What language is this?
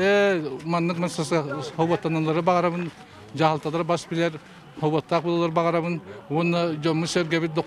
Yakut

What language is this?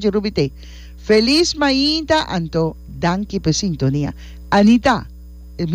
Papiamento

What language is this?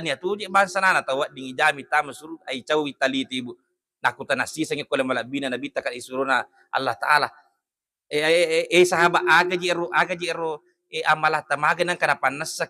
Buginese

